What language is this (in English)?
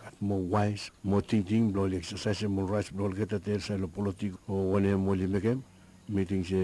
Bislama